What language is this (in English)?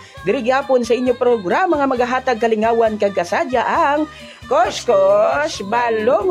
Hiligaynon